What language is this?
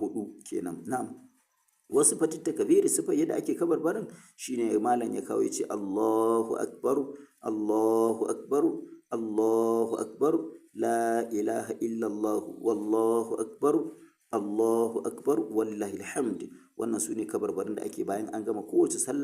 Hausa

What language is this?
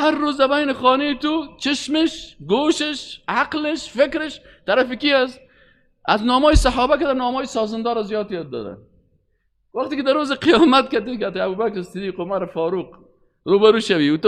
Persian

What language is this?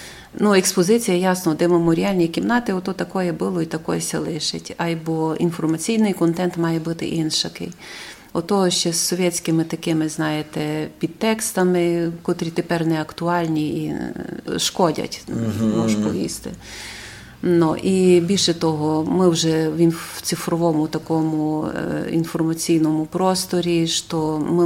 Rusyn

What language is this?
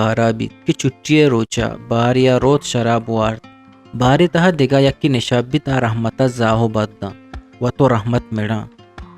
Eastern Balochi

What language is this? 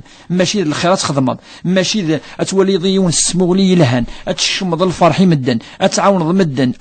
Kabyle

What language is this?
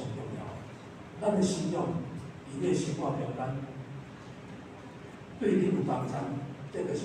Min Nan Chinese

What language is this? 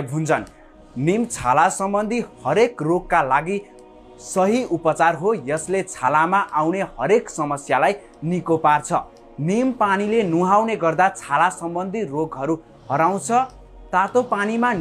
Nepali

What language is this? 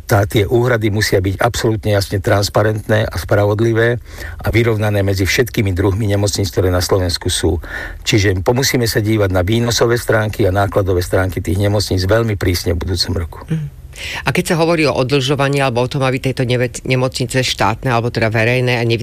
Slovak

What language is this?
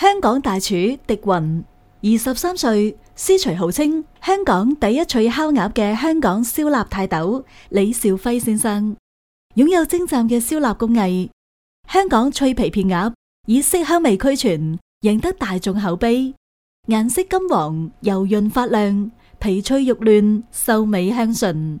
Cantonese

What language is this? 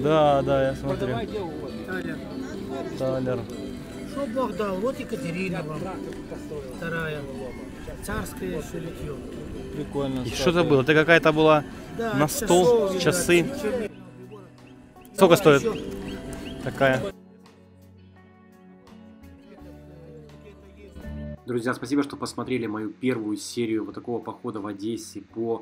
Russian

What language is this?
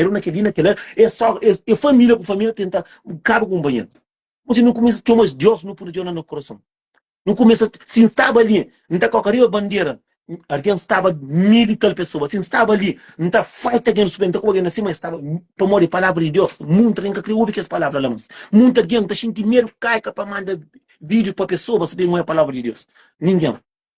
Kabuverdianu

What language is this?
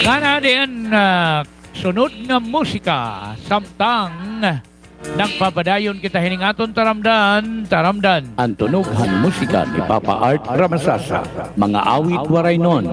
Waray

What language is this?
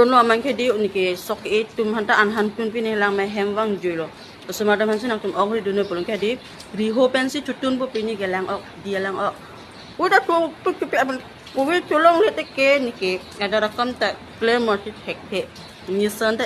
Karbi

